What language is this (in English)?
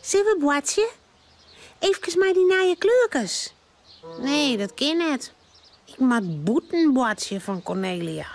Western Frisian